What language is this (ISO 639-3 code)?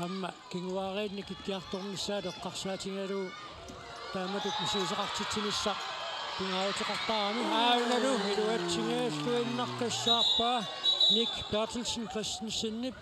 kal